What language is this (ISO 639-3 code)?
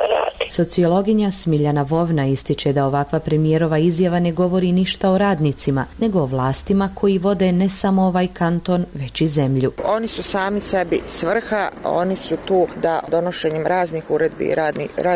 bos